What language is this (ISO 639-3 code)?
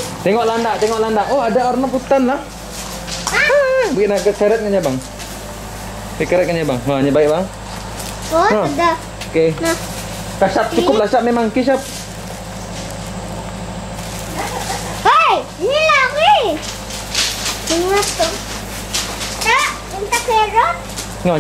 msa